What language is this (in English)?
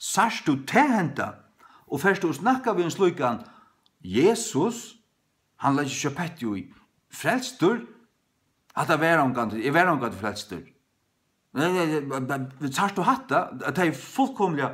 Faroese